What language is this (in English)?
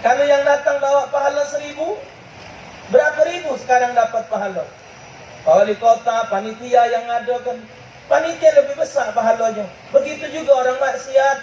Musi